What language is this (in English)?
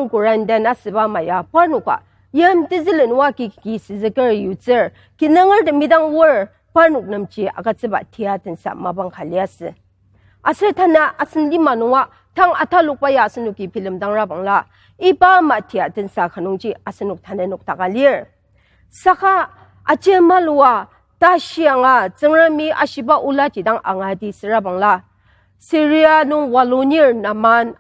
Ao Naga